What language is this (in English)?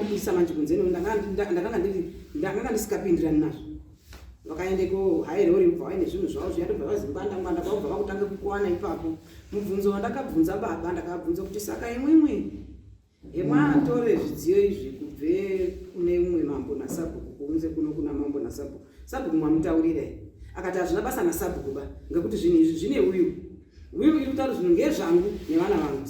Shona